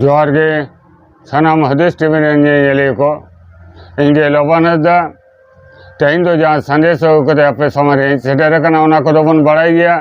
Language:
Santali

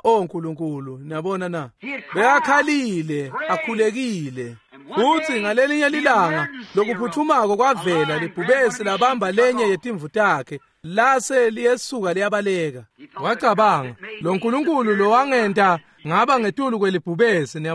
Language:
Swati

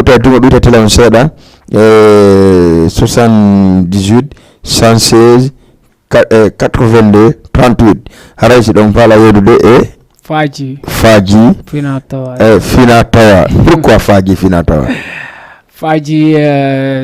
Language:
Fula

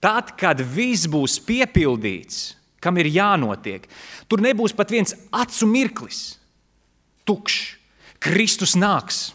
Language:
Latvian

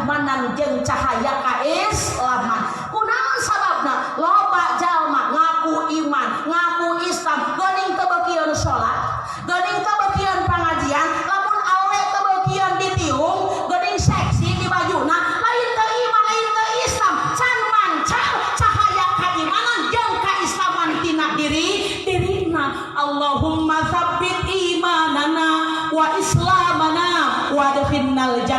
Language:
Sundanese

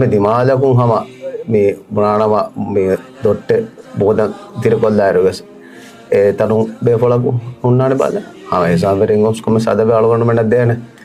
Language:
Divehi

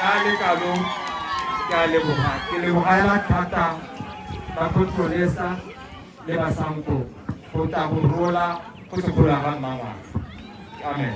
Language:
Tswana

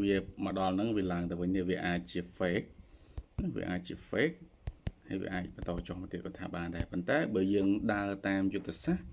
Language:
Khmer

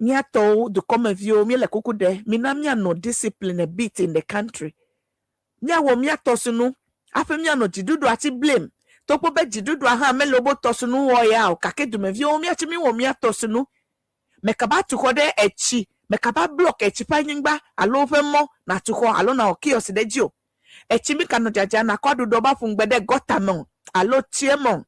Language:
Ewe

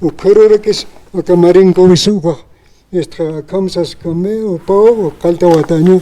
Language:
Aymara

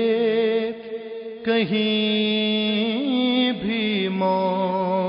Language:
Urdu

